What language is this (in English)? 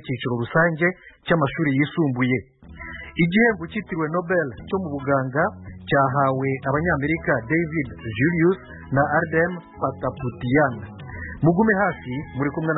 Kinyarwanda